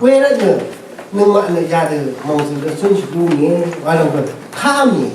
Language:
Rawang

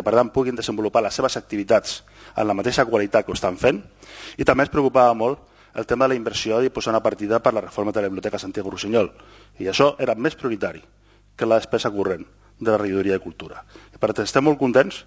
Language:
Catalan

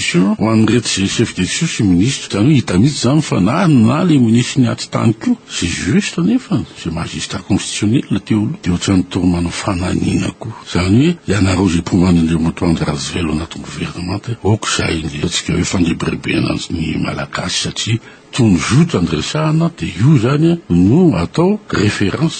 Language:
Malagasy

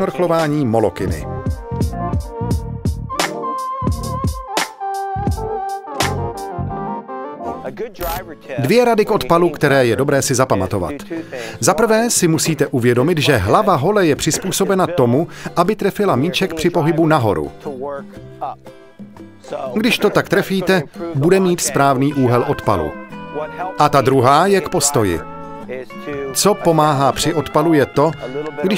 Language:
Czech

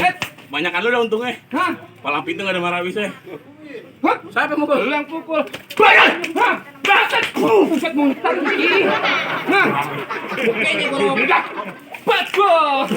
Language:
Betawi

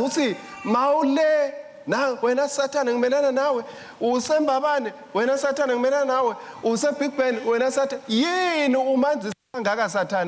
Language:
Swati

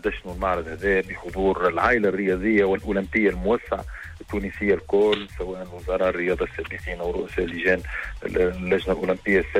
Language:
Tunisian Arabic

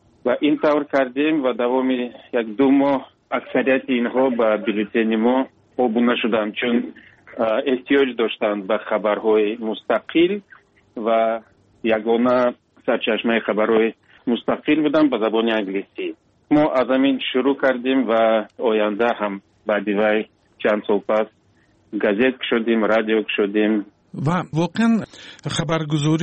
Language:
Tajik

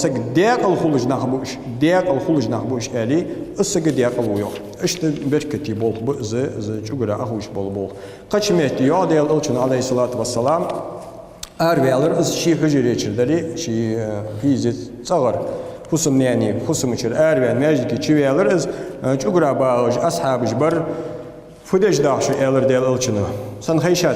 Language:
Ingush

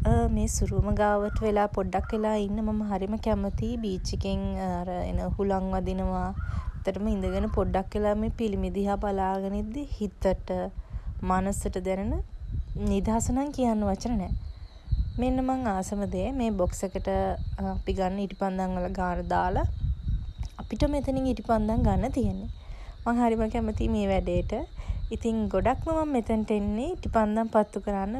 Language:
Sinhala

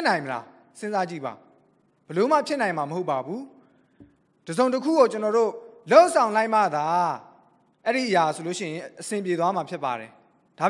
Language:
Burmese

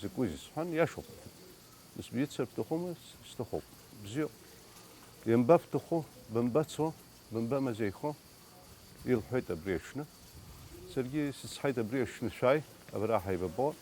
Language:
Abkhazian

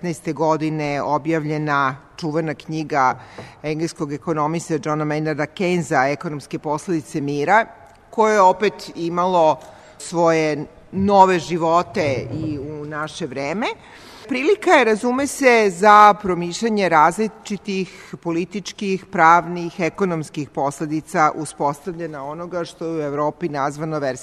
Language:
Serbian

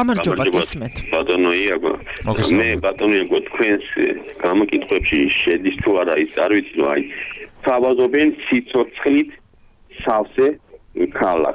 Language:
Georgian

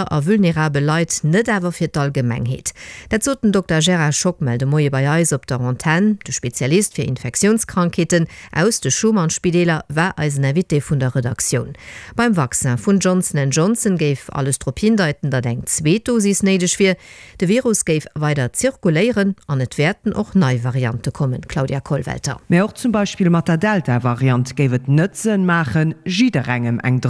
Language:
Luxembourgish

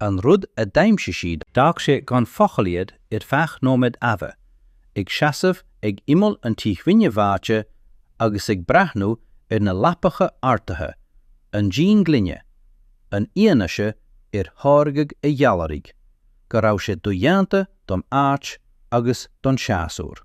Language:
Irish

